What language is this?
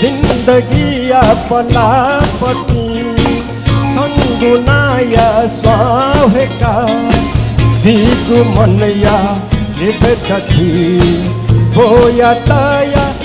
Newari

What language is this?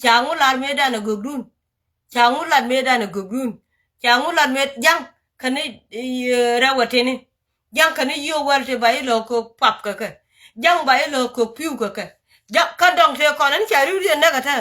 Nuer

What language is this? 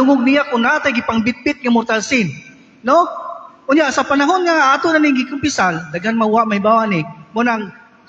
Cebuano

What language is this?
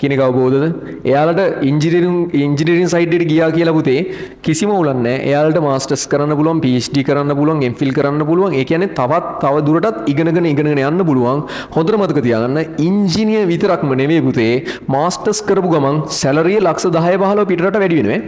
Sinhala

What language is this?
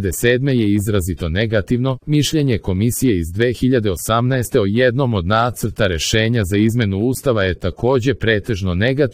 Serbian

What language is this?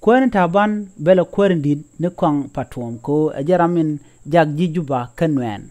Nuer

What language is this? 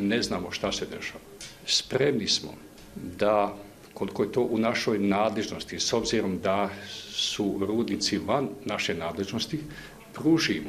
Bosnian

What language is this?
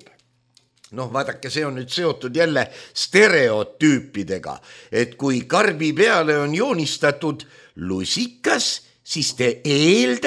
Estonian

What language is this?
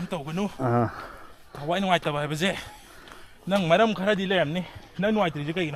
Manipuri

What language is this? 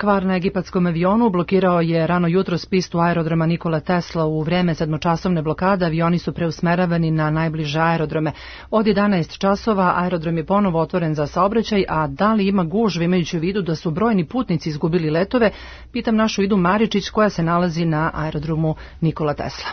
Serbian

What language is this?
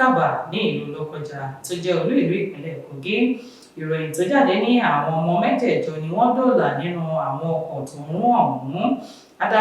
Yoruba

